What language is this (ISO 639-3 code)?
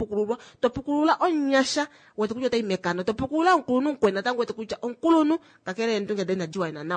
kua